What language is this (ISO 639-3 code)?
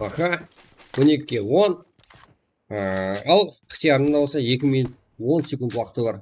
kaa